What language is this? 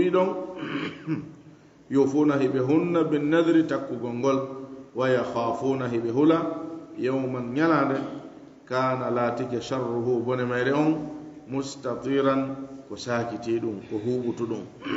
Fula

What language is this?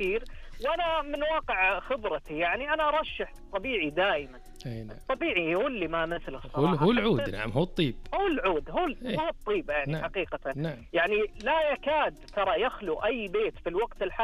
Najdi Arabic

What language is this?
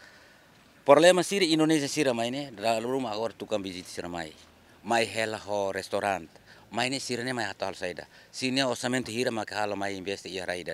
Tetum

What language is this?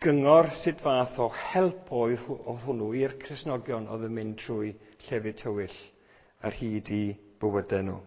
Welsh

